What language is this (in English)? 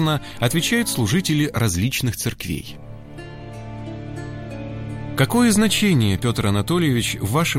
Russian